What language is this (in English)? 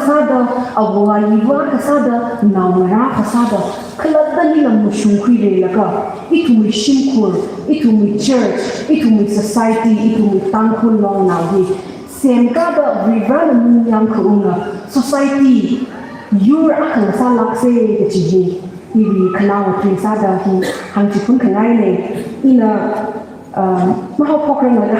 Tangkhul Naga (India)